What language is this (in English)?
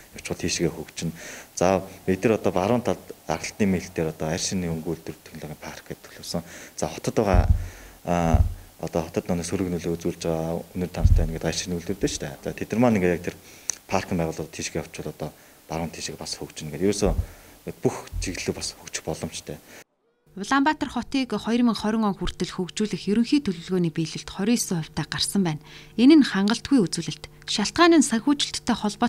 Mongolian